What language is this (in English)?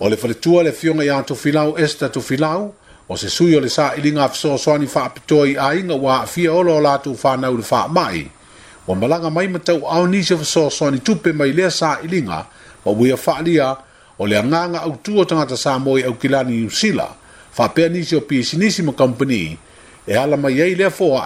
Samoan